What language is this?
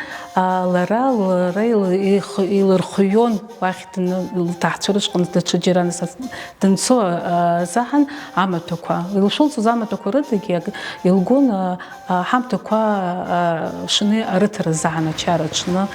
Abkhazian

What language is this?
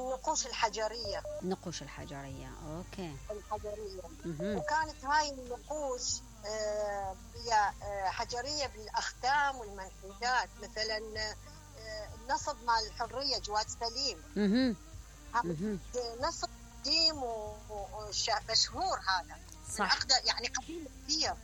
Mesopotamian Arabic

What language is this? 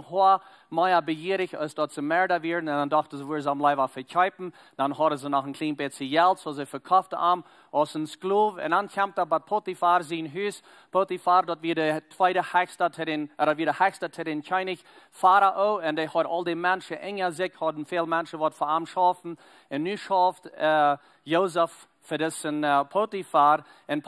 Plautdietsch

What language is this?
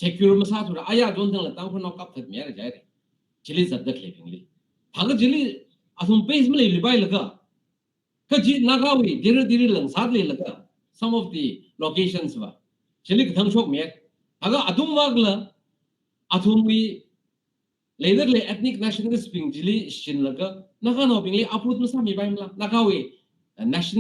Tangkhul Naga (India)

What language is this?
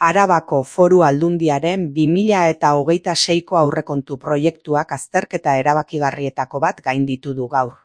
Basque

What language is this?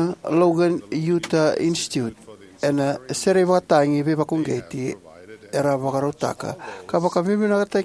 Fijian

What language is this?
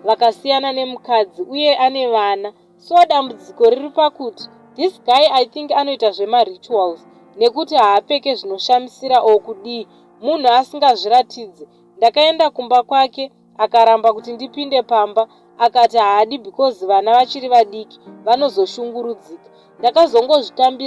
Shona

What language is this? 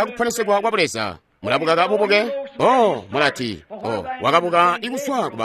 Tonga (Zambia)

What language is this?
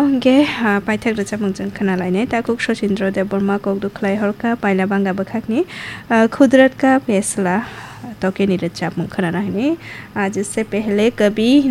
Kok Borok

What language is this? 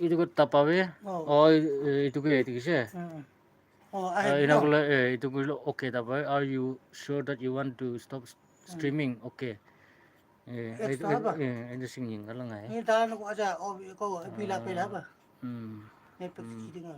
Naga Pidgin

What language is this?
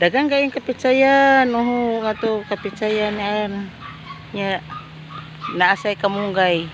Cebuano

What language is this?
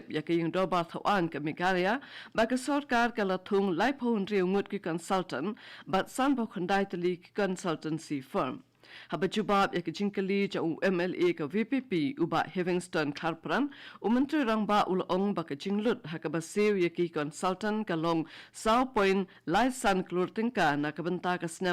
Khasi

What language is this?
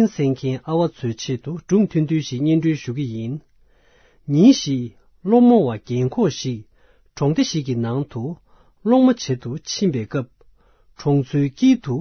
Tibetan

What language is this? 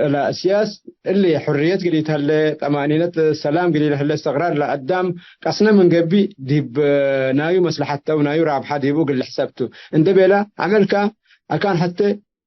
Tigre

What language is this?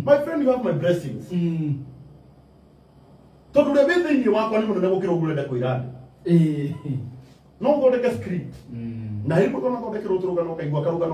Kikuyu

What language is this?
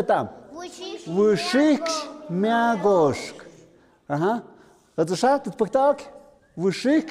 Tlahuitoltepec Mixe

